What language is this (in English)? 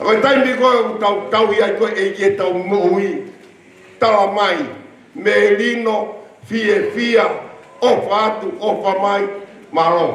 Tongan